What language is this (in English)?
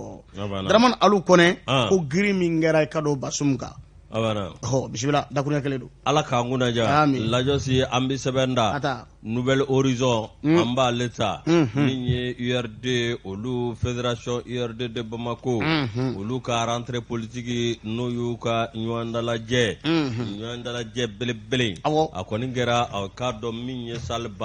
Bambara